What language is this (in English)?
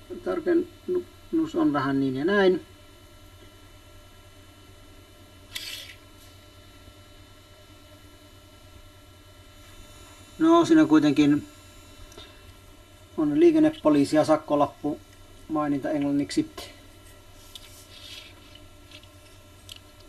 Finnish